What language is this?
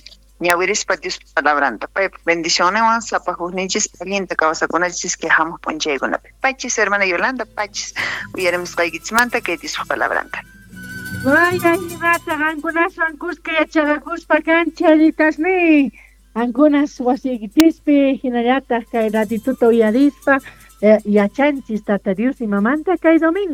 South Bolivian Quechua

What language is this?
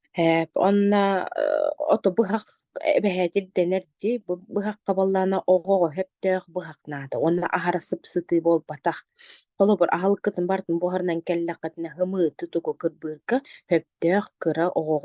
Yakut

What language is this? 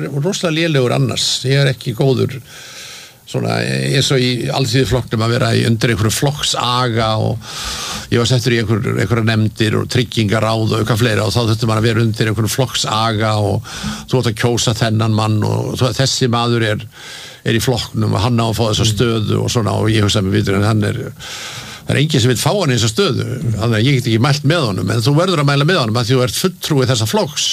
Icelandic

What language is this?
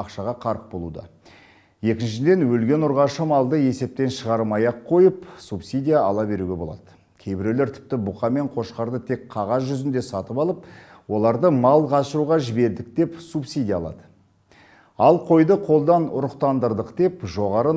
Kazakh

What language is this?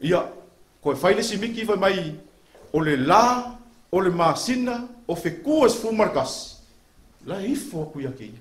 Samoan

